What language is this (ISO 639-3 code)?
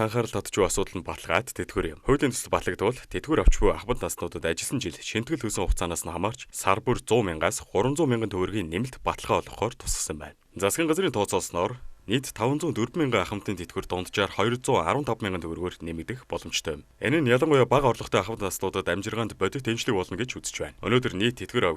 mon